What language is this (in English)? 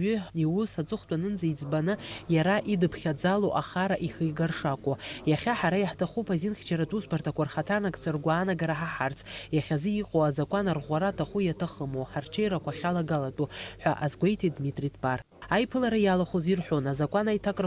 Abkhazian